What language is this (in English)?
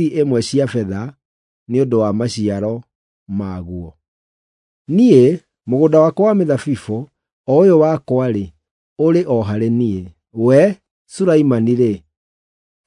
Kikuyu